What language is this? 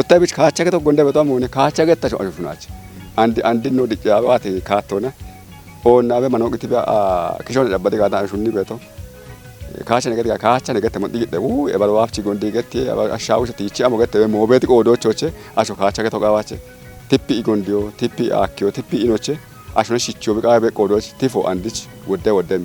Kafa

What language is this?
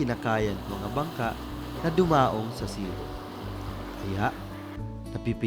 Bikol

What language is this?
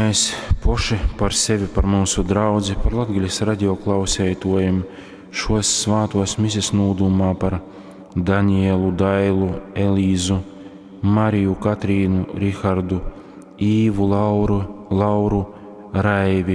Latgalian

